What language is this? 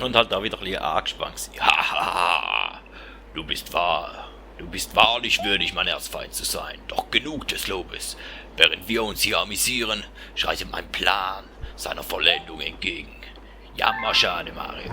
Swiss German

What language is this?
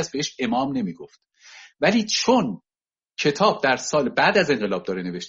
Persian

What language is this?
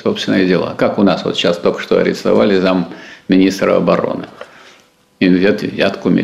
Russian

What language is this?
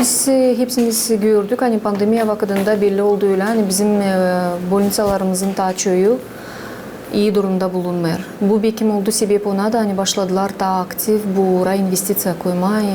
Gagauz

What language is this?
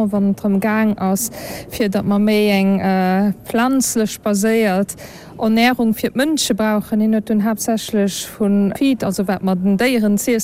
Luxembourgish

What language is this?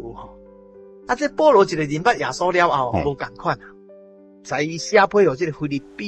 Min Nan Chinese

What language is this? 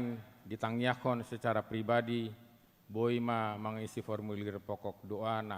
Batak Toba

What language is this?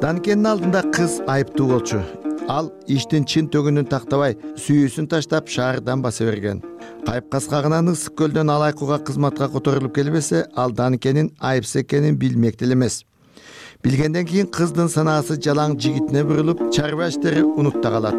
Kyrgyz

